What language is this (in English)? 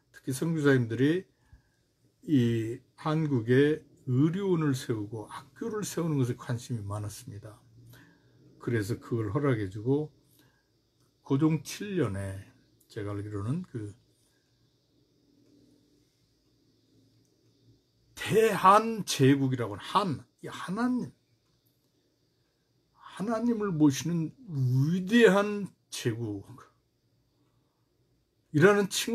Korean